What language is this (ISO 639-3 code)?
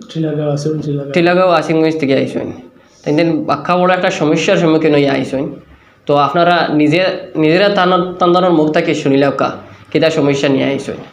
syl